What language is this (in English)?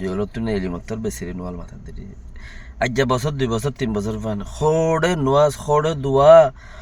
Rohingya